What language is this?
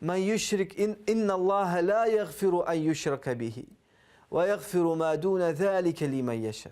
Crimean Tatar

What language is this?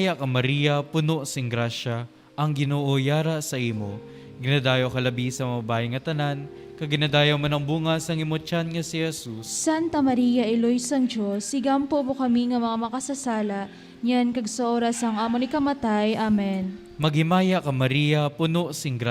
Hiligaynon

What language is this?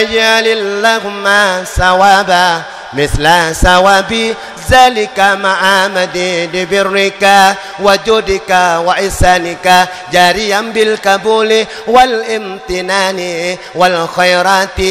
Achinese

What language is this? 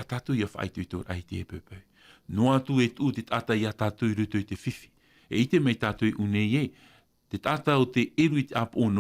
Tahitian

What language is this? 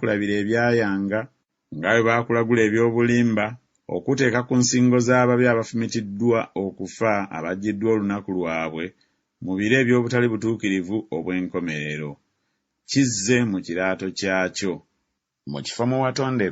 Ganda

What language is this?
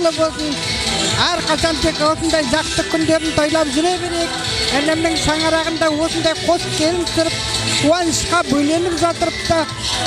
Kara-Kalpak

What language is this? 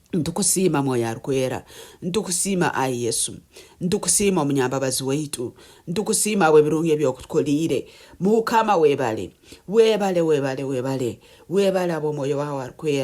Nyankole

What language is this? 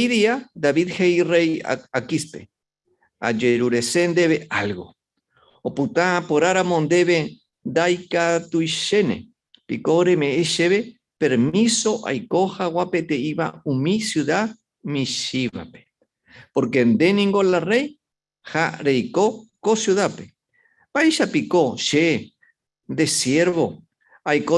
Guarani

